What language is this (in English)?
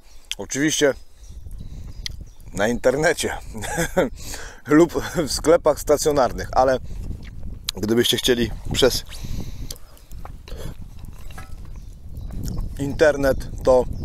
Polish